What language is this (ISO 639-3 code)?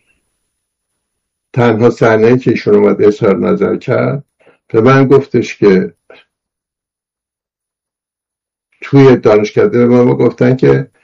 fas